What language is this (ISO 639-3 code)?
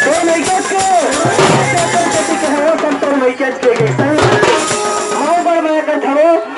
hne